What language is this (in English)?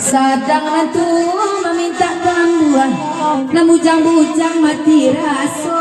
Minangkabau